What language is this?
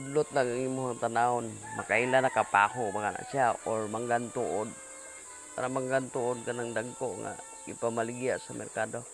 Cebuano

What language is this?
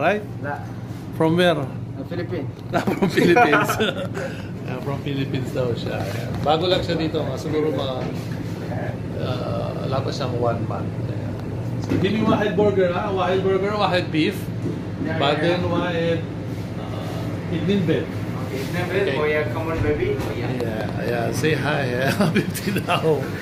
Filipino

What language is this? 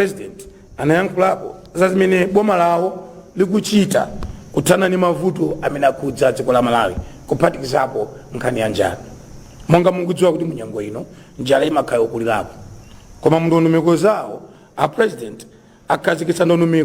Nyanja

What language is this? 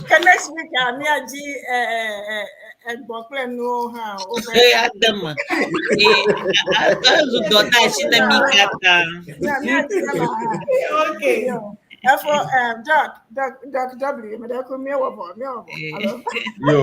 Ewe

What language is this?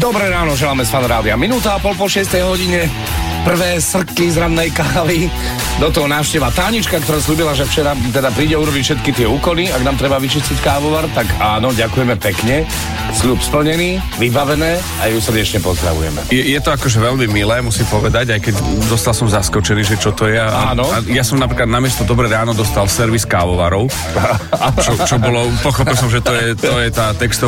Slovak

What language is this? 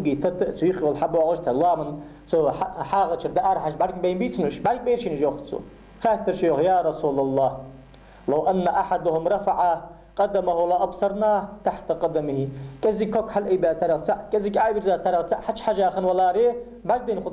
Ingush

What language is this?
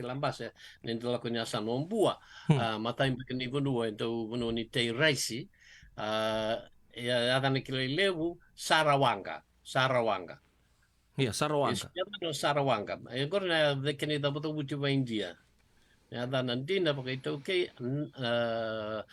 Fijian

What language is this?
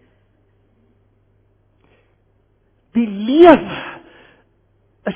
Afrikaans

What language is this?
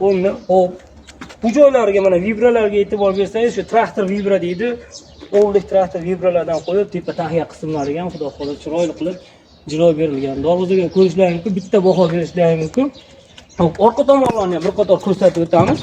Uzbek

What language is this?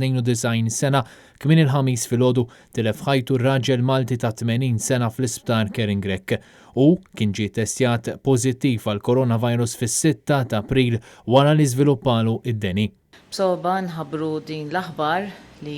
Maltese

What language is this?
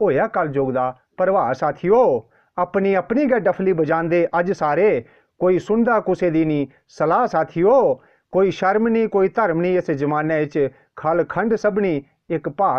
Dogri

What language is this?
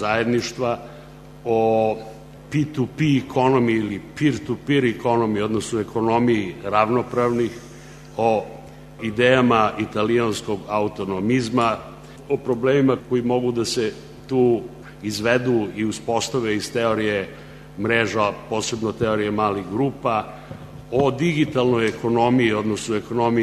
Serbian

